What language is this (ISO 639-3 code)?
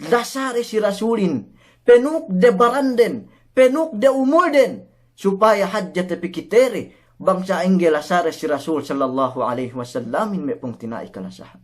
yka